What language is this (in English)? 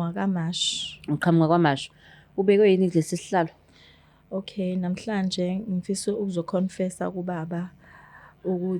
Zulu